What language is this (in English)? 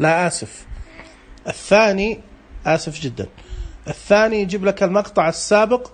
Najdi Arabic